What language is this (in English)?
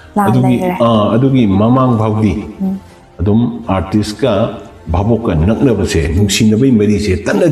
Manipuri